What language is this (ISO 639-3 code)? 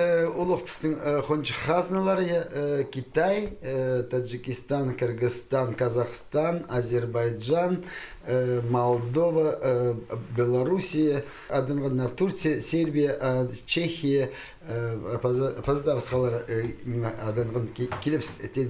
kjh